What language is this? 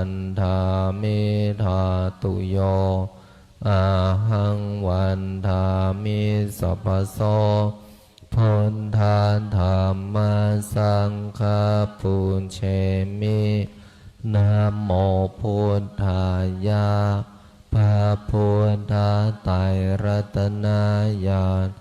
Pali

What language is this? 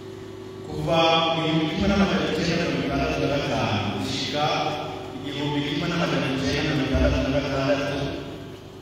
Rundi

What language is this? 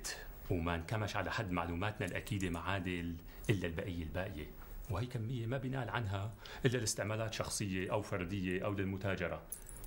North Levantine Arabic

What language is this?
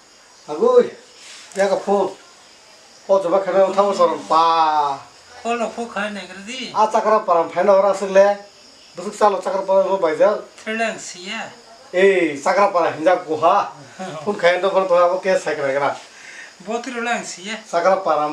Kok Borok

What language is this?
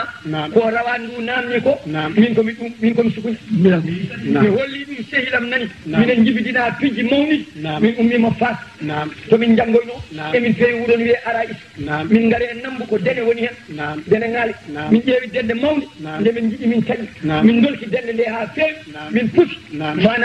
Fula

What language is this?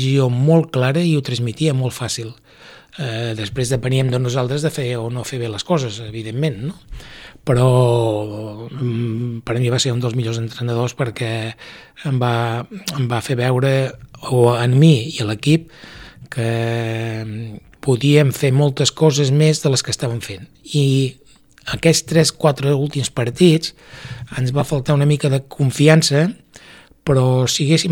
Catalan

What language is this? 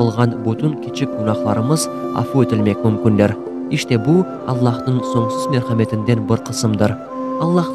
Crimean Tatar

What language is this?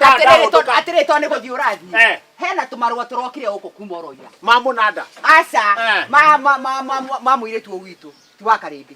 Kikuyu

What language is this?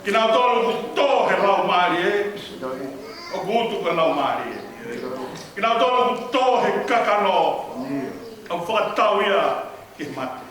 Tongan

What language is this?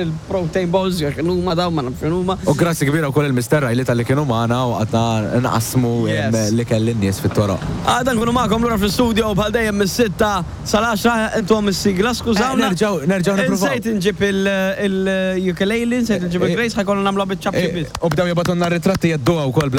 Maltese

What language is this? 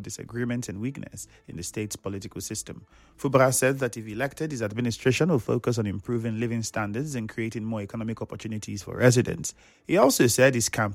English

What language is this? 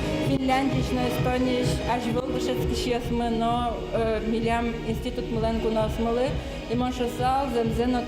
Udmurt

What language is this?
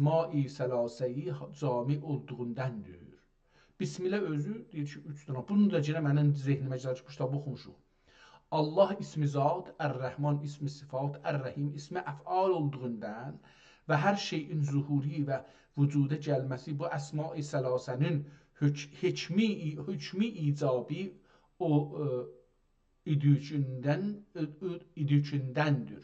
South Azerbaijani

